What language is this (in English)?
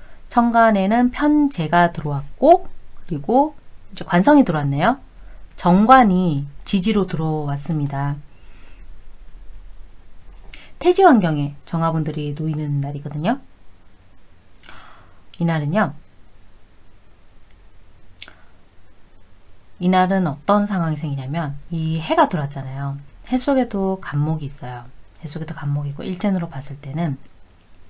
Korean